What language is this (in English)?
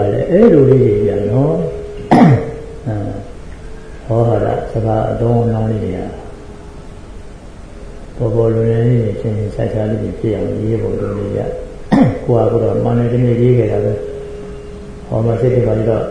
Burmese